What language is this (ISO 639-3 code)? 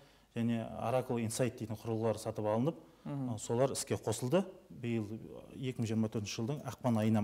kaz